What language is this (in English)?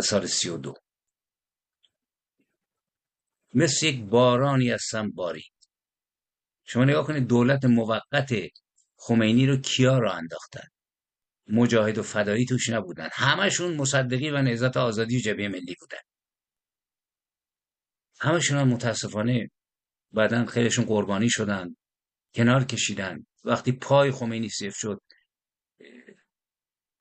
Persian